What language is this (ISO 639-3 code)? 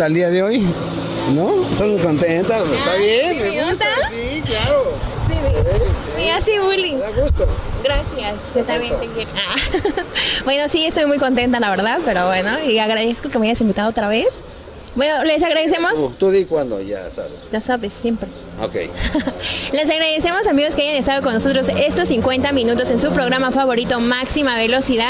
spa